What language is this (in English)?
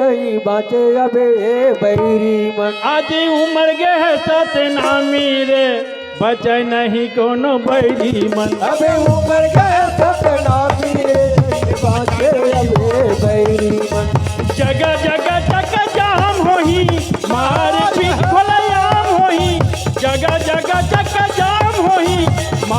Chhattisgarhi